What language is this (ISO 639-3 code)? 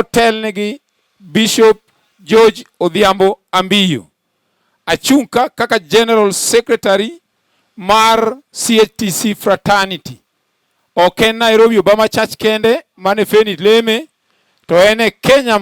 luo